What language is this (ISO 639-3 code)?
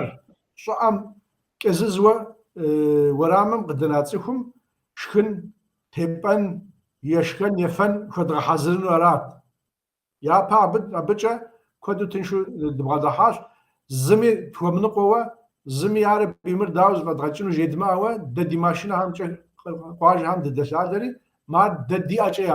kbd